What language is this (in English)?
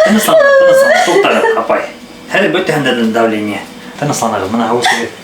Bashkir